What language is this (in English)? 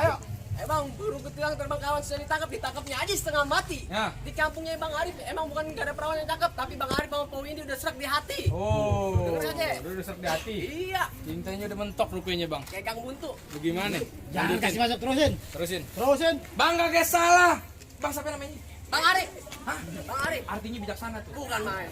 Betawi